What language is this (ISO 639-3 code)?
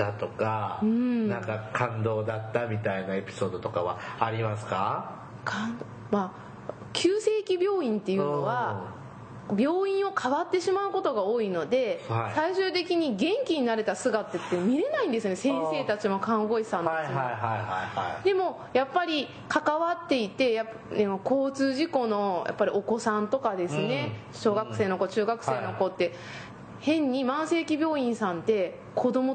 jpn